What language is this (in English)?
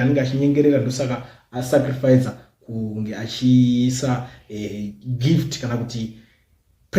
Shona